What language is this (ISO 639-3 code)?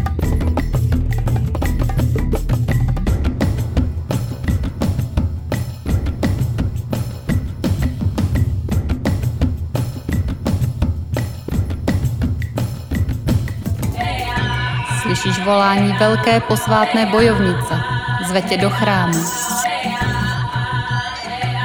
ces